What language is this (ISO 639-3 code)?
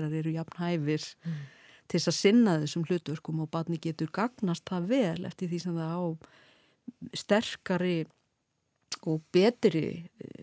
isl